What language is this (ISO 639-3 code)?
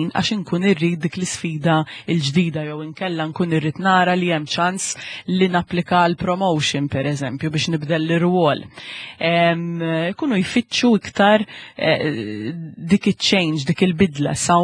mlt